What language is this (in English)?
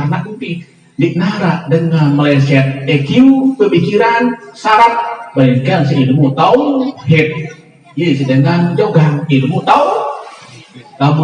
Sasak